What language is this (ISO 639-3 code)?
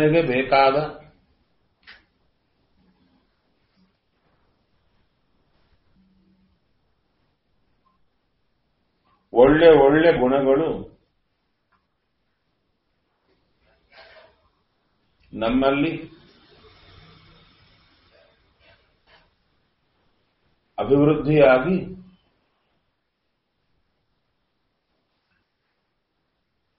kan